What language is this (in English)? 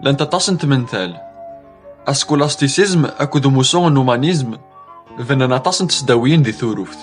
Kabyle